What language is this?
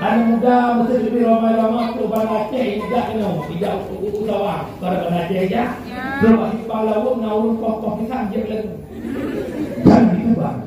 Achinese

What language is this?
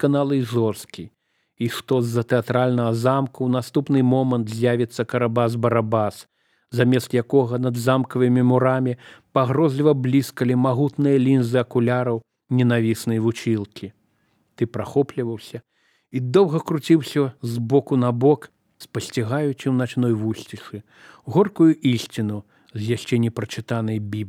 Belarusian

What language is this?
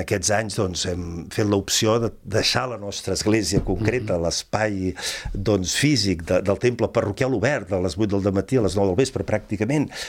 Catalan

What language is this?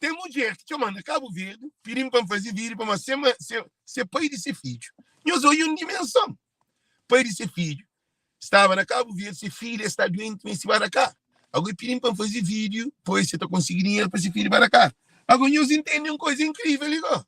Kabuverdianu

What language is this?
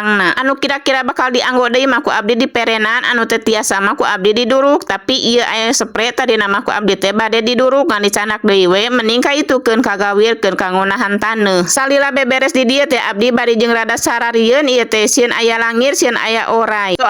Sundanese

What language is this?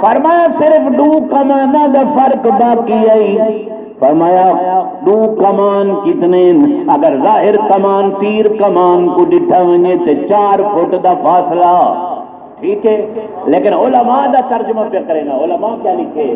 Saraiki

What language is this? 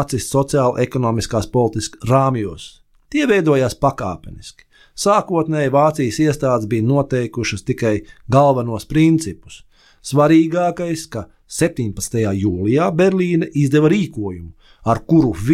Latvian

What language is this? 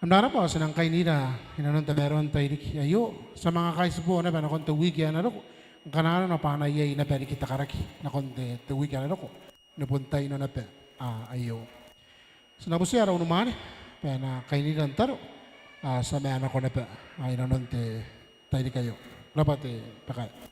Gilbertese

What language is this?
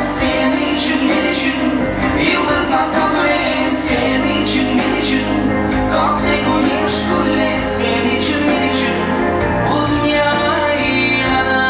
Crimean Tatar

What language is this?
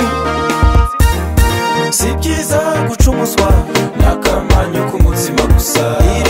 Kinyarwanda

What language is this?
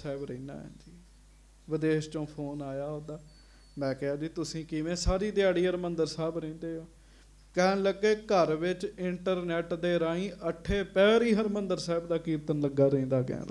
Punjabi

